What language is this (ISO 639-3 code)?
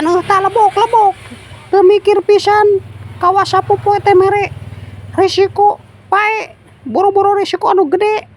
sun